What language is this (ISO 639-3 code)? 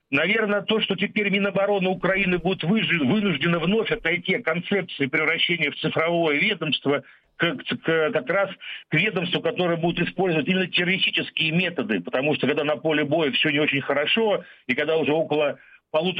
rus